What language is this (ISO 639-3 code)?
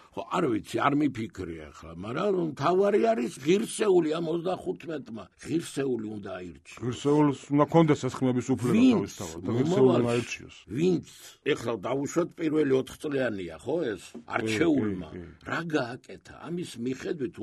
kat